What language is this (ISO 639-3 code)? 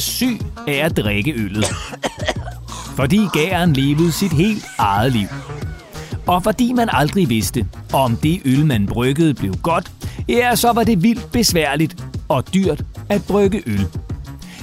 dan